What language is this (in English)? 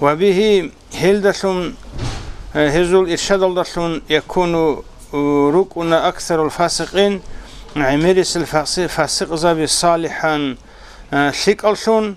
Avaric